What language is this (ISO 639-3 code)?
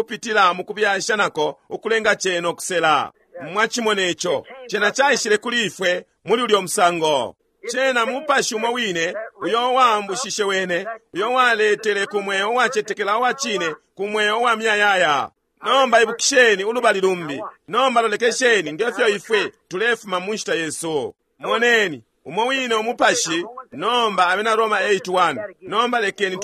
bem